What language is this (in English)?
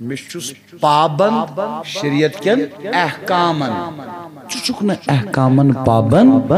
Kashmiri